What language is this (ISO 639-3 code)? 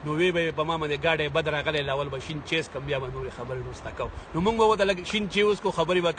pus